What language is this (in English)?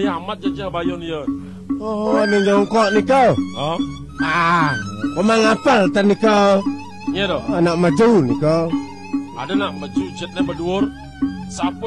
Balinese